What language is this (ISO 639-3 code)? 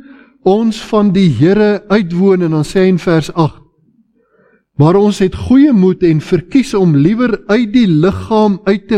afr